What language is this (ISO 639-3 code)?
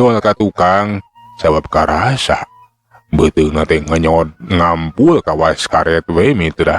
sun